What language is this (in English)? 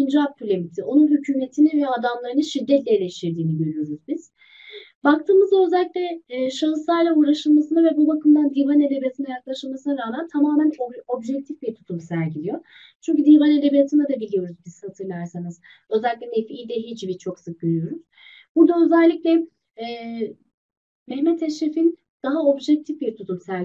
Turkish